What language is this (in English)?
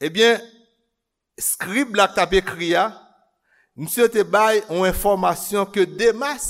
Haitian Creole